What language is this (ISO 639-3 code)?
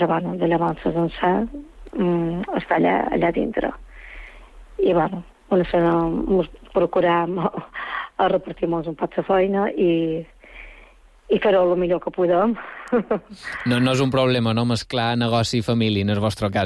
cat